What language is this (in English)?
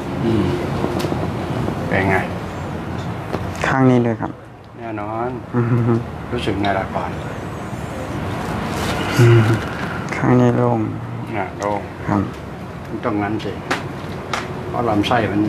Thai